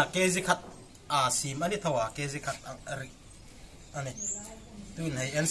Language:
Hmar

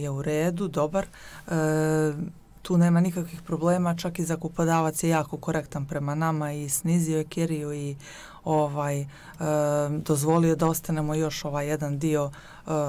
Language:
Bosnian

